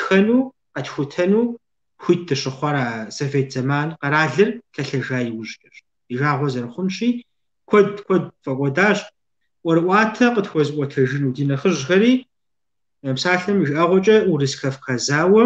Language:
Kabardian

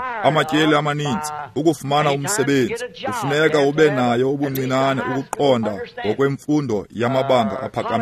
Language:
Xhosa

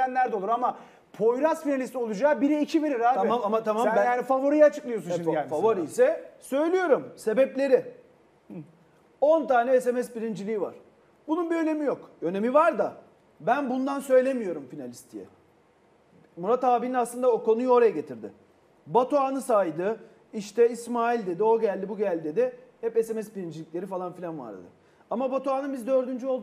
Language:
Turkish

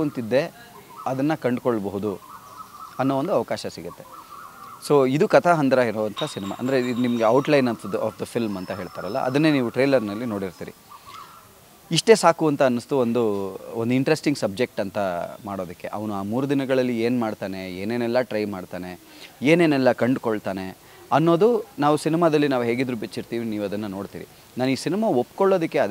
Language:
Kannada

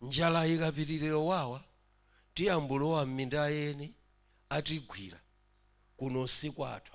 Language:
Nyanja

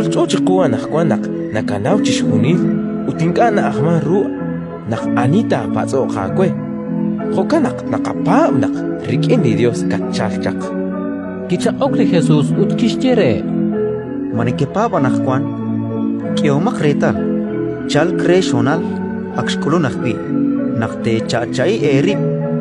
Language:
Kekchí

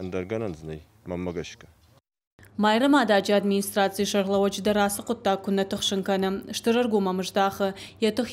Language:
Ossetic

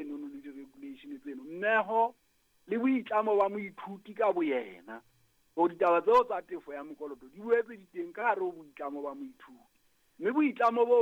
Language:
Southern Sotho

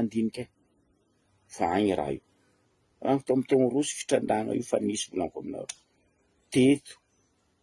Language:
Malagasy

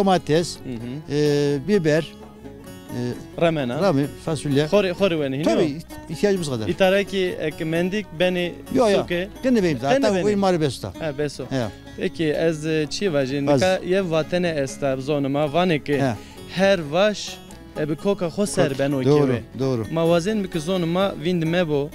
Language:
Zaza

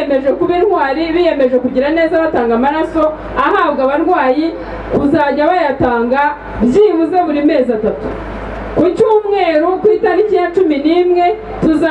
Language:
Kinyarwanda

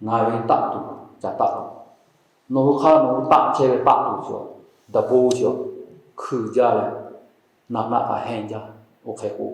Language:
Lahu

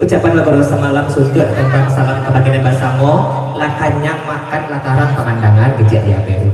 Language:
Minangkabau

